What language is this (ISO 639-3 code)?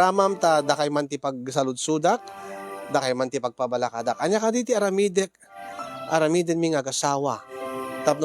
ilo